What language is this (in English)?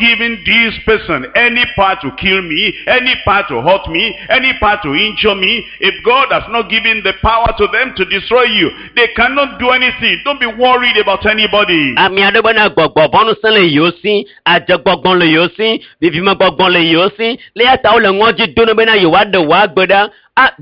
Ewe